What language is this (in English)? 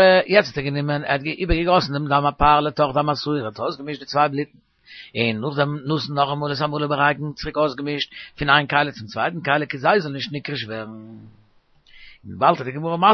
Yiddish